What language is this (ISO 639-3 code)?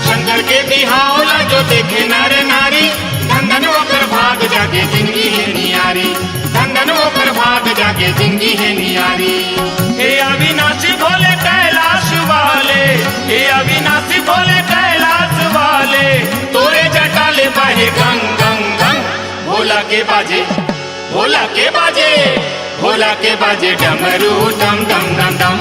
hne